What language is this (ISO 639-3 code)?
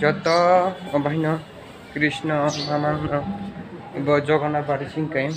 trp